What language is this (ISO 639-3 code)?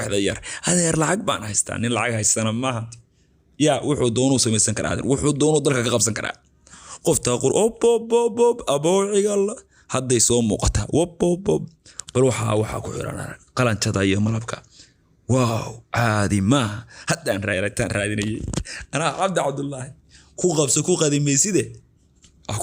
som